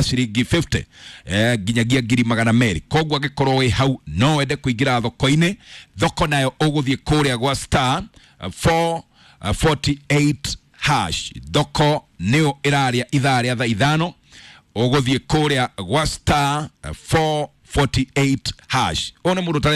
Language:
Kikuyu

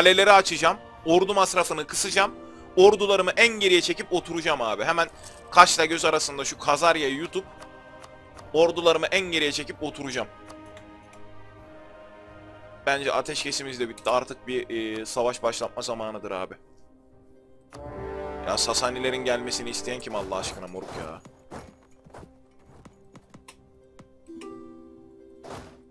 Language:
Turkish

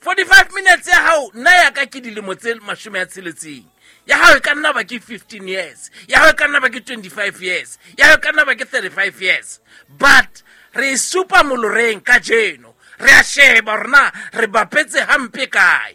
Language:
Southern Sotho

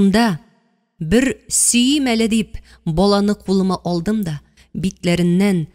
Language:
Tatar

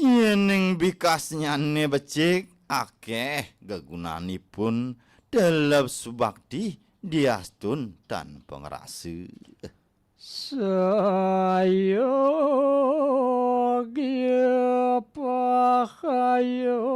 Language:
Balinese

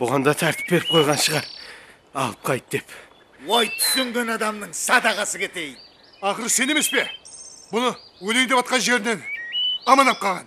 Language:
Kara-Kalpak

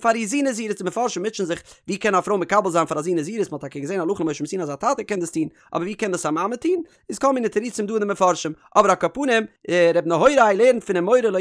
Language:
Yiddish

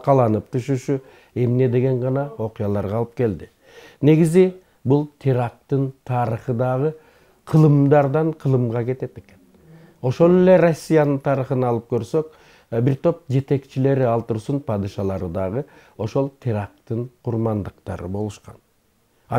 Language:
Kyrgyz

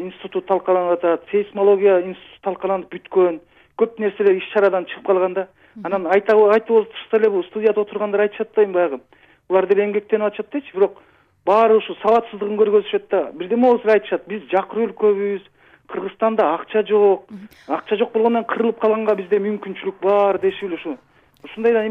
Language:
Kyrgyz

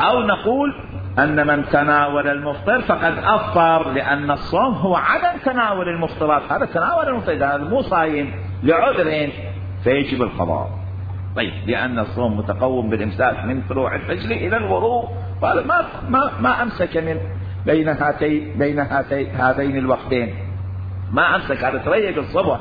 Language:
Mesopotamian Arabic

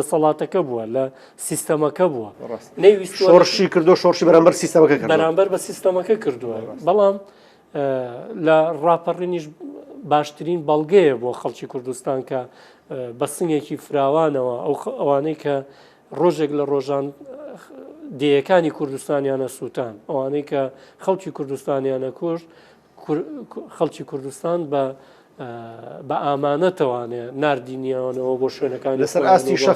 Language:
Central Kurdish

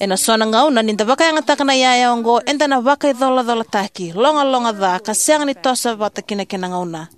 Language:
Fijian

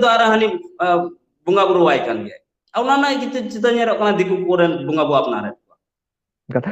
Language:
Santali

